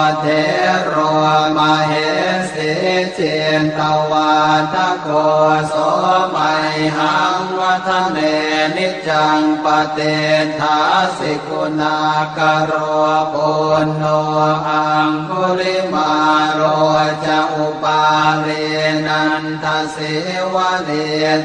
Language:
Pali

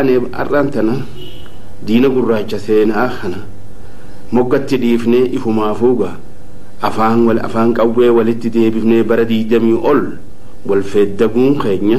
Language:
Oromo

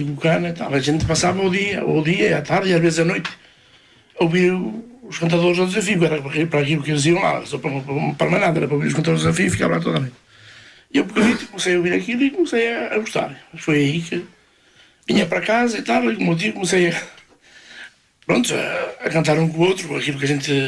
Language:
Portuguese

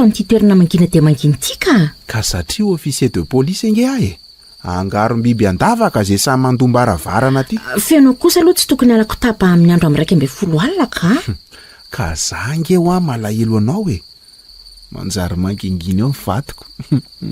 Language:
Malagasy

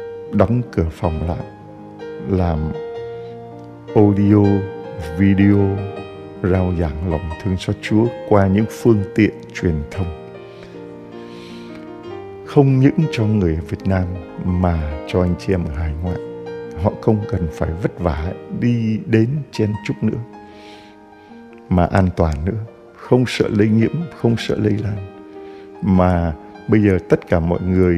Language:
Vietnamese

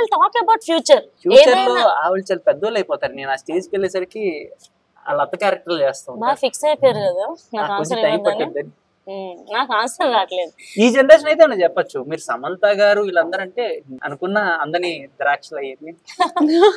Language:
Telugu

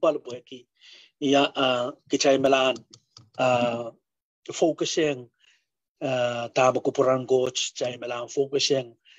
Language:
Pohnpeian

